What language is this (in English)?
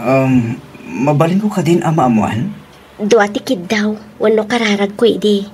Iloko